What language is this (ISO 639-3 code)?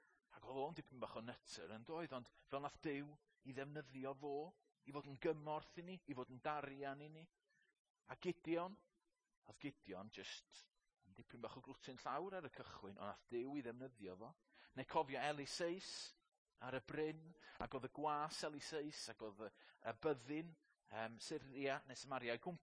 cym